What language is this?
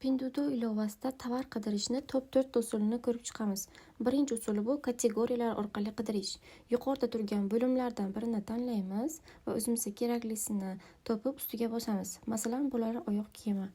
Uzbek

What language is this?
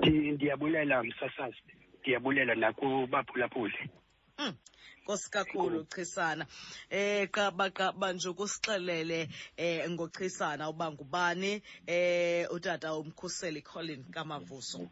Xhosa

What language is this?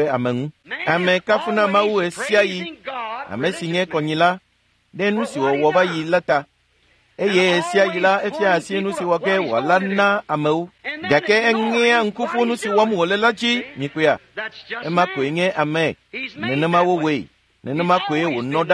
Ewe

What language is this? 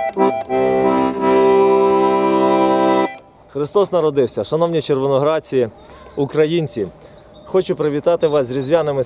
Ukrainian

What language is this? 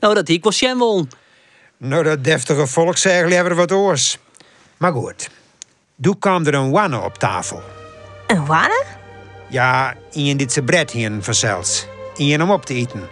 Western Frisian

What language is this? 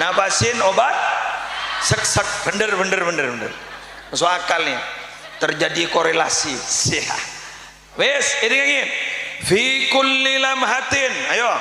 Madurese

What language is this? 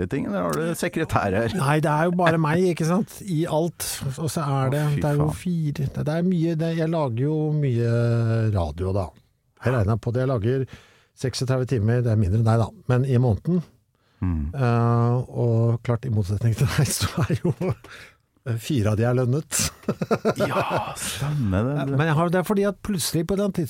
Norwegian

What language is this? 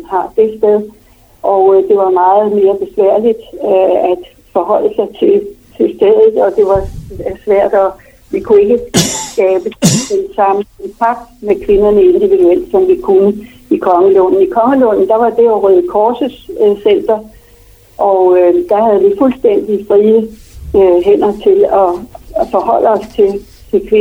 Danish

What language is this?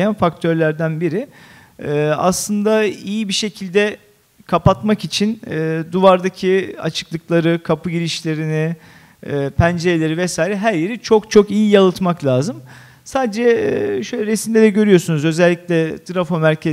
Turkish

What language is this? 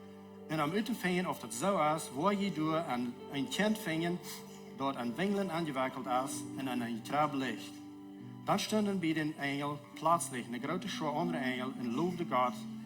Plautdietsch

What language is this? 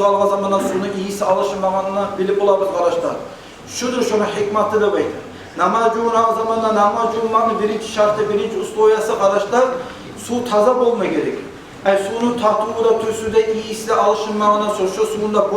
Kumyk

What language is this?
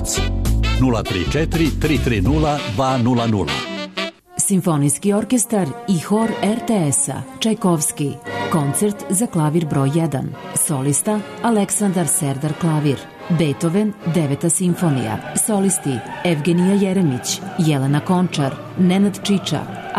Serbian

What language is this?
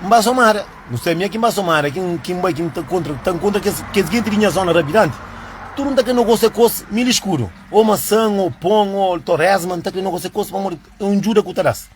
Kabuverdianu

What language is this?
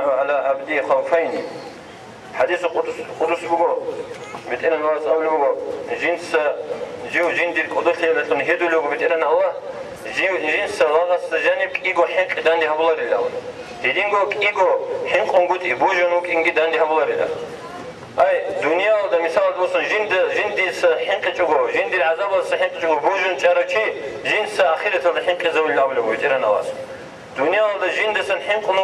Avaric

